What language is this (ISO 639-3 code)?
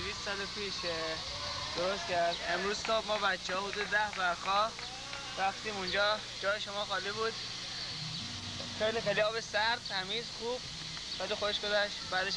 fas